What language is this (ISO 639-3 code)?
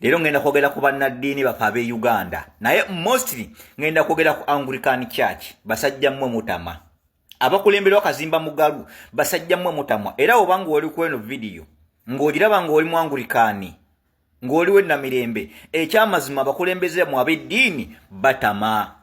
lug